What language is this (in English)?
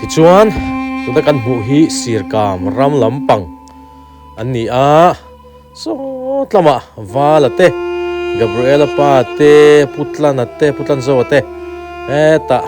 Mizo